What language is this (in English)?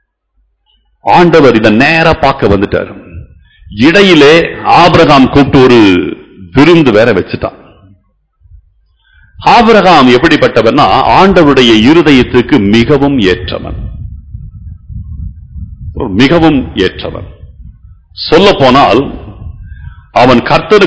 Tamil